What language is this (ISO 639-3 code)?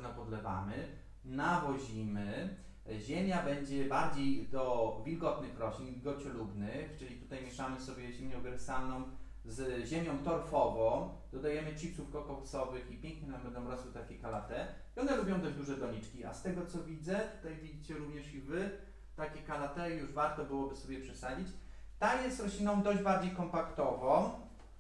pol